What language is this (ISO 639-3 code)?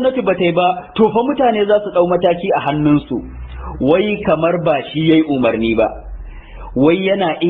hau